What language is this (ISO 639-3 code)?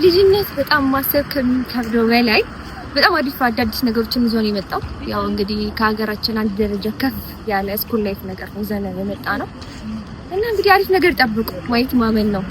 amh